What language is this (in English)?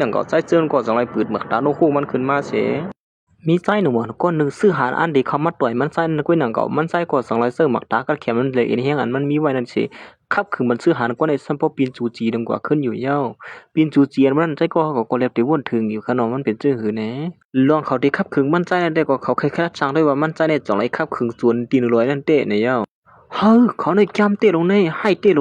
Shan